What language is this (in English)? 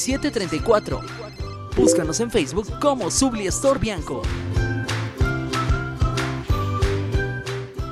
Spanish